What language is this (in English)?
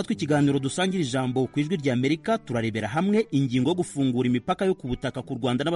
Kinyarwanda